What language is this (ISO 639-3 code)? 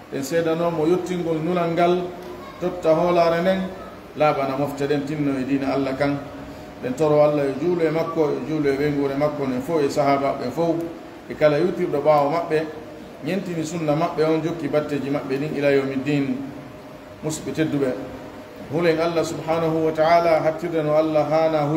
ful